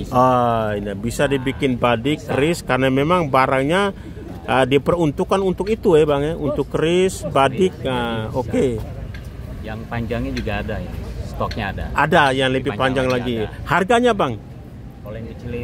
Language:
Indonesian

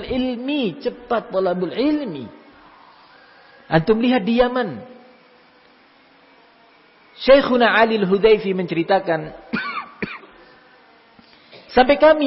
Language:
Indonesian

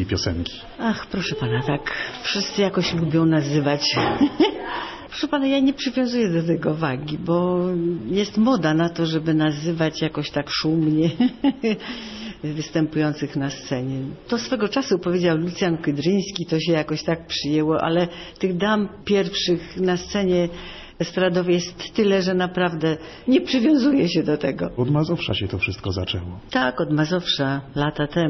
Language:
Polish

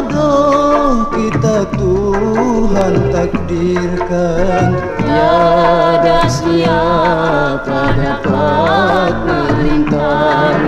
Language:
Malay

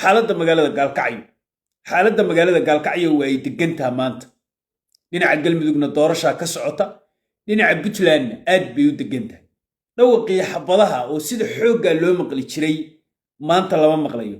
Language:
Somali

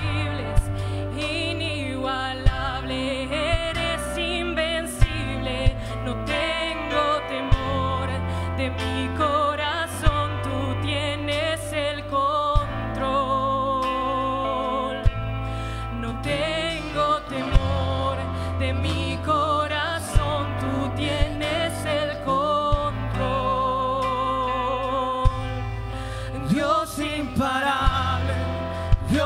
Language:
Spanish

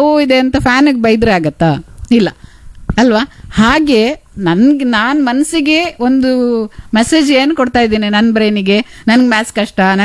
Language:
Kannada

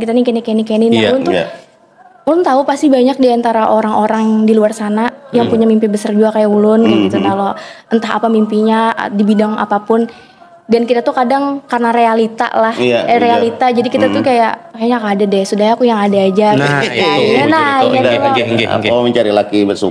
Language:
Banjar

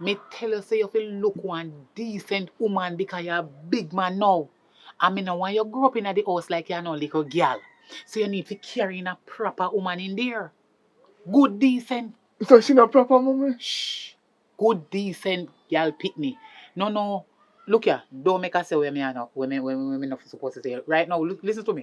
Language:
Jamaican Creole English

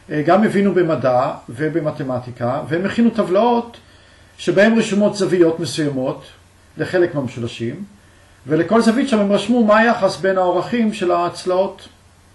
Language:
Hebrew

